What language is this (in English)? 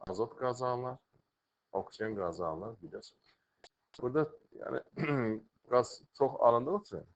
Azerbaijani